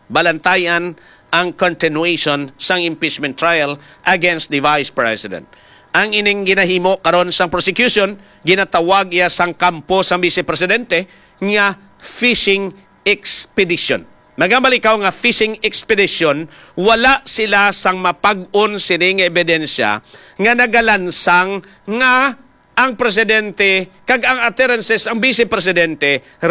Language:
Hiligaynon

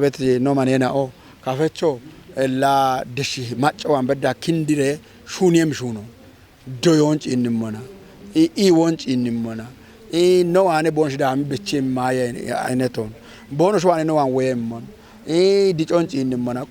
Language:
Kafa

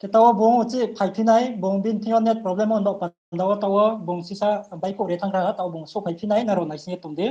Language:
Riang (India)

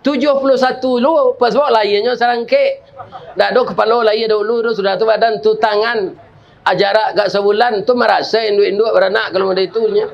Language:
Minangkabau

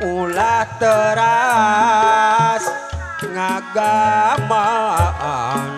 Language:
Sundanese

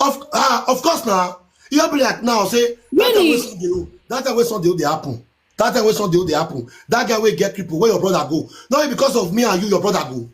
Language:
Nigerian Pidgin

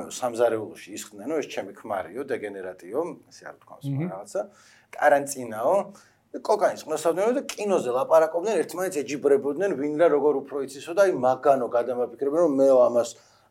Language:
Georgian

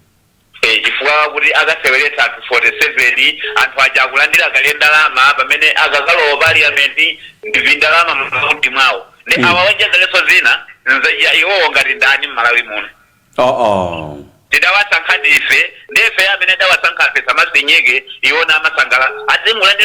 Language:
Nyanja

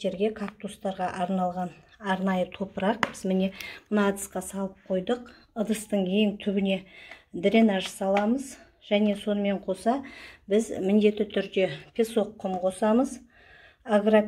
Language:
Kazakh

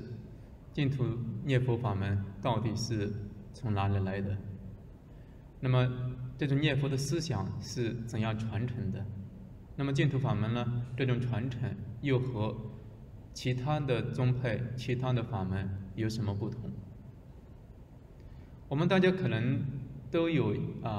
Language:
Chinese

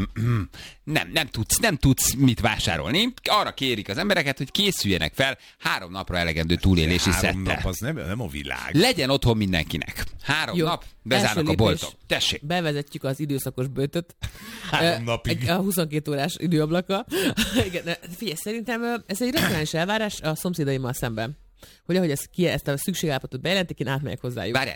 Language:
Hungarian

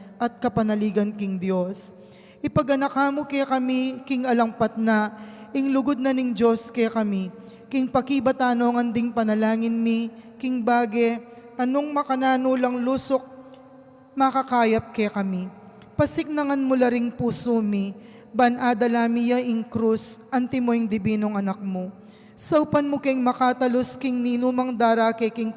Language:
Pampanga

